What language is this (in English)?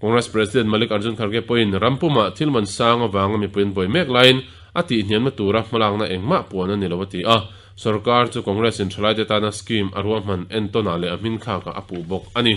Mizo